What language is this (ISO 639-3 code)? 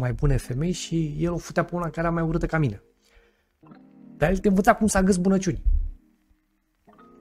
ron